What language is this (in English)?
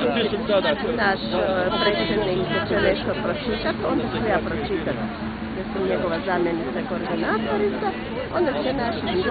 Croatian